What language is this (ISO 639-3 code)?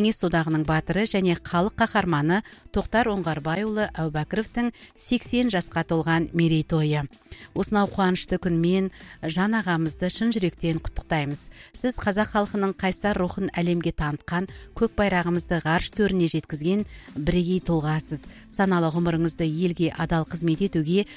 kaz